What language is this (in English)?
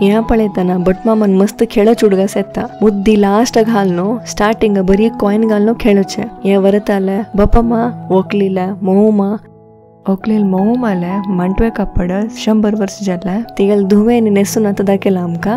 Konkani